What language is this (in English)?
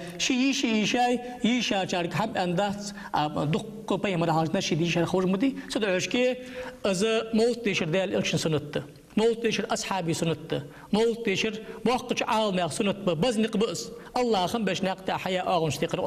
Ingush